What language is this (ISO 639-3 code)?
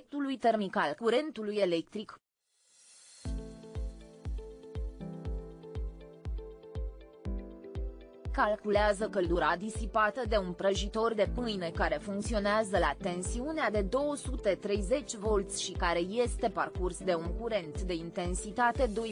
ron